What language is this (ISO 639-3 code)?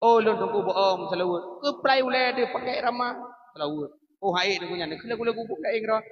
ace